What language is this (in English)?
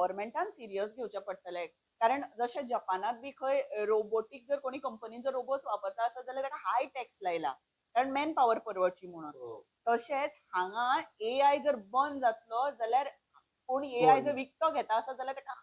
Konkani